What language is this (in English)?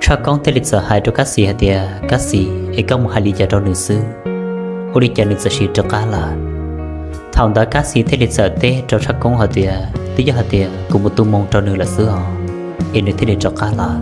Hmong